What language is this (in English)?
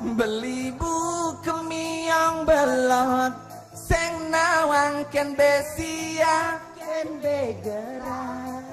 Balinese